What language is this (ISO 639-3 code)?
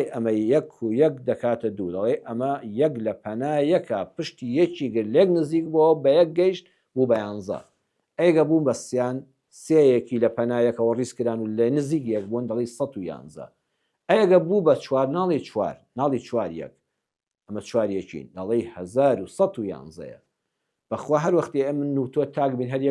ckb